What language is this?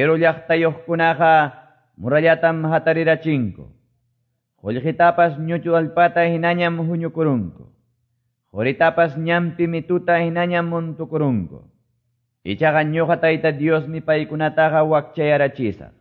Quechua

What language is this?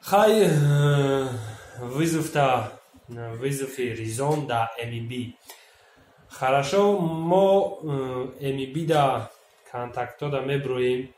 Tajik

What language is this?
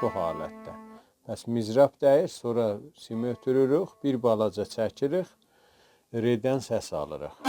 South Azerbaijani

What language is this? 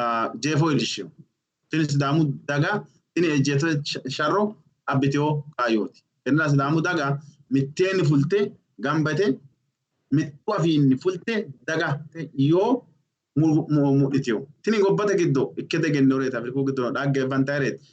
Sidamo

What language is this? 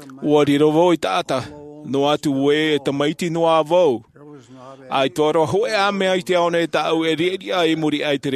Tahitian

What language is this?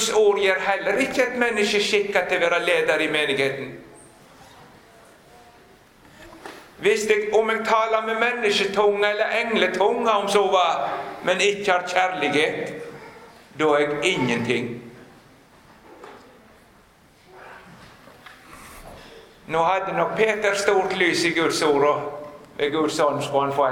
Norwegian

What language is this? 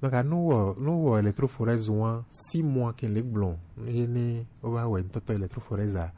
Gen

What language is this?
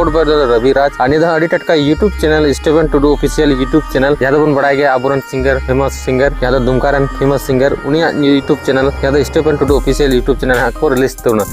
Santali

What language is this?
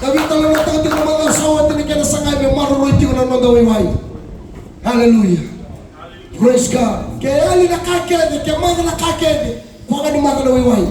Fijian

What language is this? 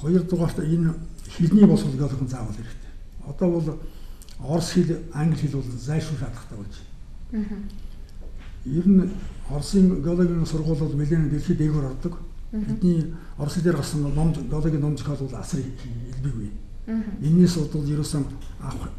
Mongolian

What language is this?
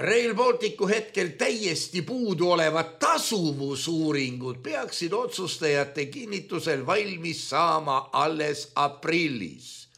Estonian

